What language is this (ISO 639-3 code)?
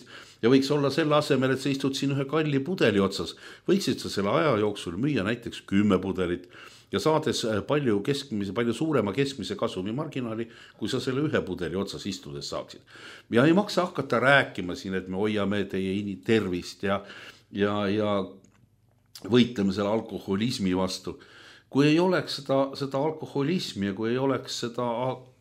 est